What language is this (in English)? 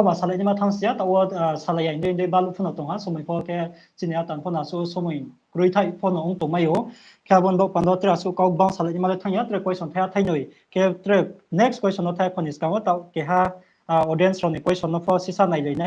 Riang (India)